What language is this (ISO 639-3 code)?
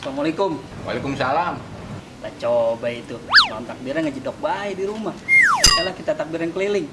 bew